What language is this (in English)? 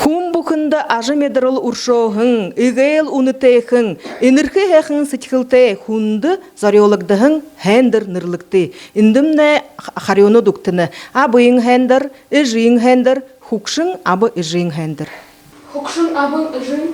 Buriat